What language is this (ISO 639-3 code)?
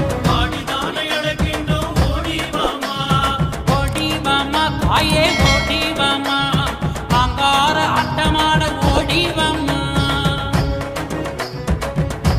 tam